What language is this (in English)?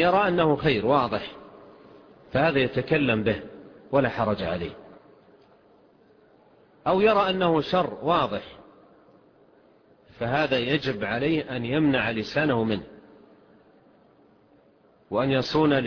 Arabic